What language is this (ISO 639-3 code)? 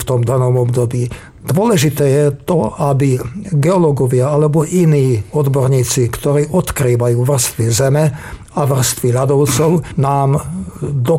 slk